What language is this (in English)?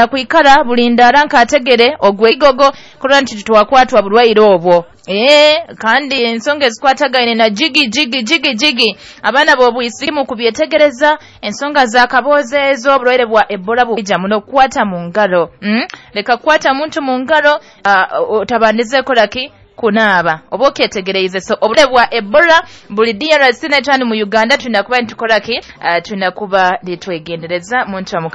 Nyoro